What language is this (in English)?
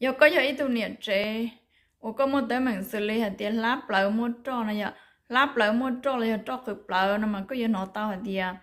Hmong